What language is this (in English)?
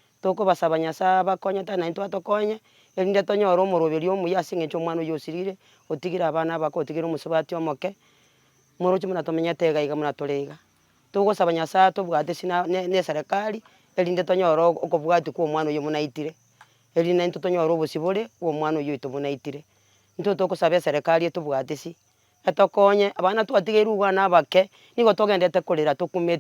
Gusii